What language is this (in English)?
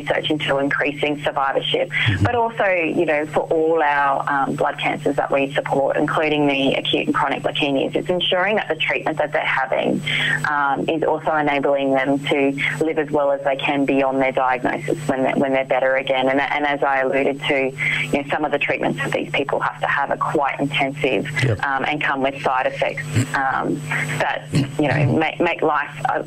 English